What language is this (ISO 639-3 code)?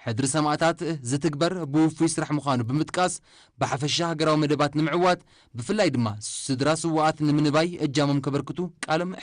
tir